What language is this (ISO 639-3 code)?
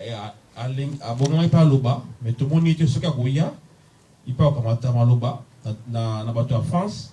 lin